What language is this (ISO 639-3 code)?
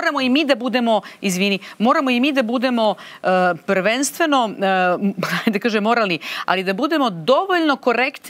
srp